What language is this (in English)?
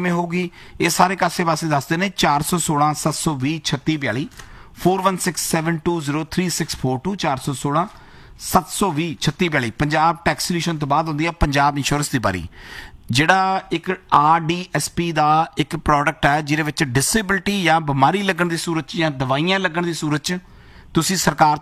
Punjabi